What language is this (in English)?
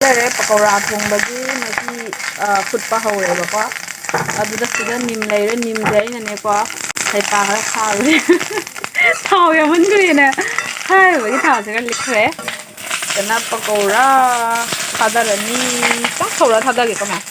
Manipuri